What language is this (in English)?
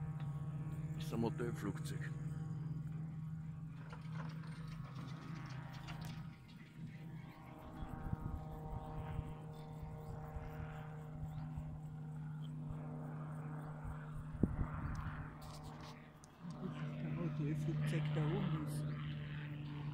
German